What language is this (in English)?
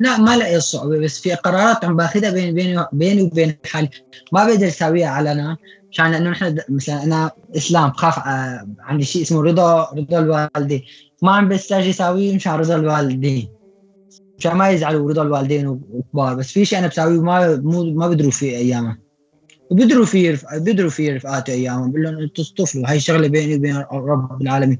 North Levantine Arabic